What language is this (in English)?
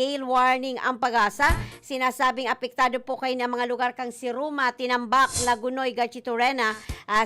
Bikol